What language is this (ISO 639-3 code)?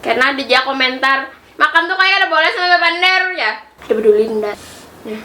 bjn